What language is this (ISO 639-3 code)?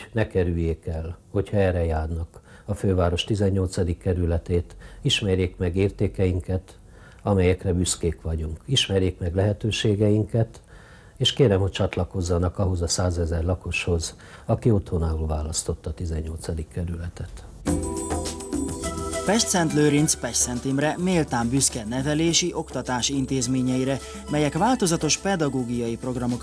hun